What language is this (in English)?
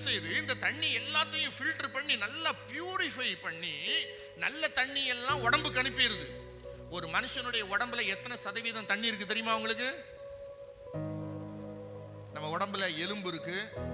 Tamil